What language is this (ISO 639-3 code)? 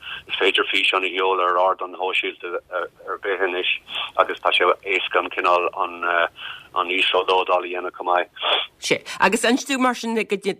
gle